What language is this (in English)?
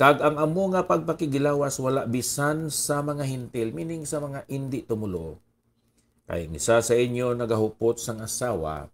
Hiligaynon